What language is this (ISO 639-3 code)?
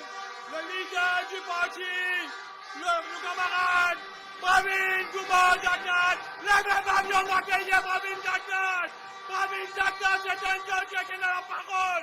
mfe